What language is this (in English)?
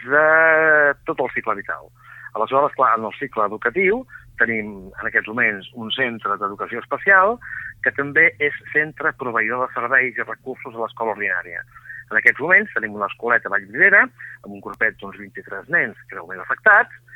Catalan